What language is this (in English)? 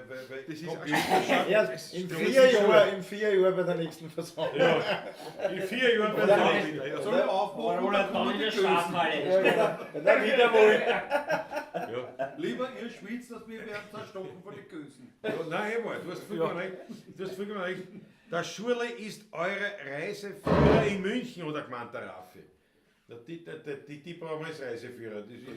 Bavarian